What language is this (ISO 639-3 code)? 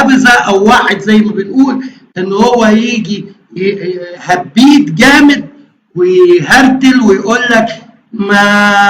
arz